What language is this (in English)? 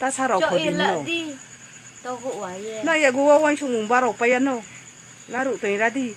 Riang (India)